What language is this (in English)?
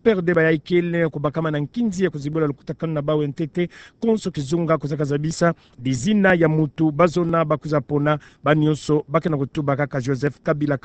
Kituba (Democratic Republic of Congo)